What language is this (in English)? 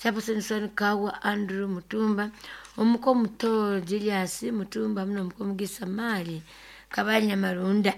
Nyoro